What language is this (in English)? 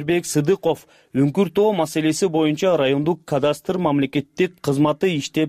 Kyrgyz